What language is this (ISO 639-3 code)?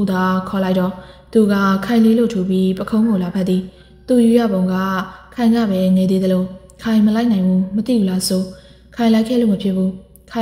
mya